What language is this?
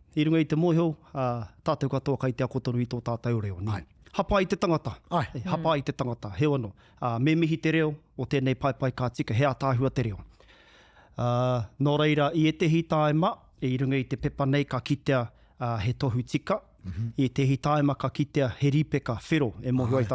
Māori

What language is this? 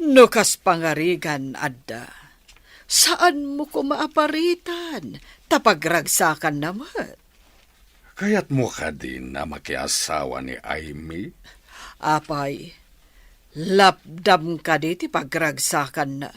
Iloko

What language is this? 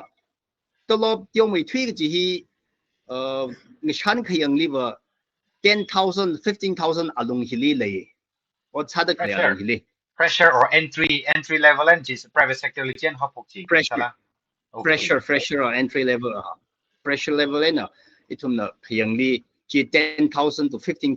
Tangkhul Naga (India)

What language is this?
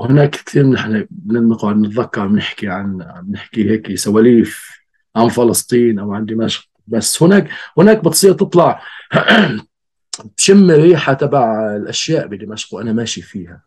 North Levantine Arabic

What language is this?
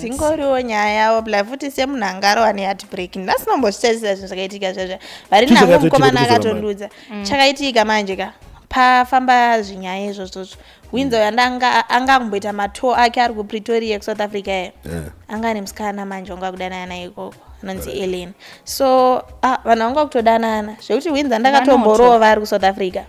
Shona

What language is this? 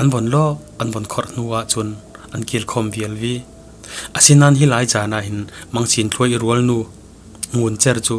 Falam Chin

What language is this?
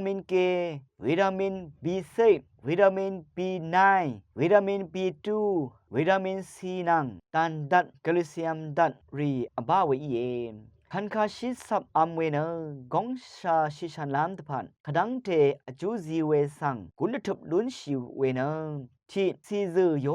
Rawang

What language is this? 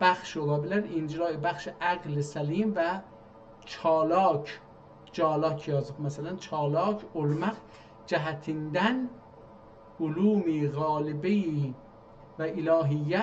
South Azerbaijani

